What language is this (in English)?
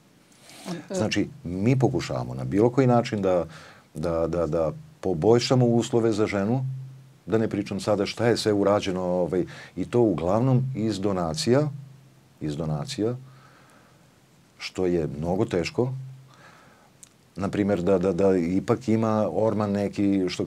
Serbian